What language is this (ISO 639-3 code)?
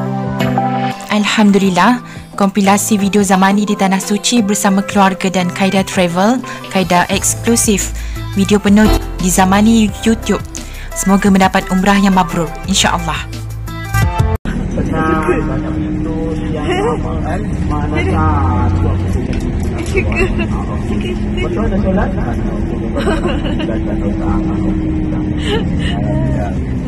msa